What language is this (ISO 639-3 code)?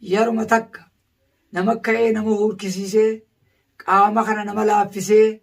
orm